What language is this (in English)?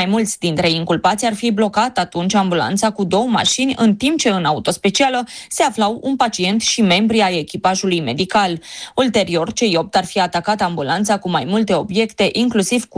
Romanian